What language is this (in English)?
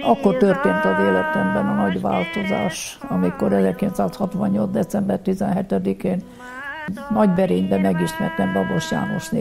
Hungarian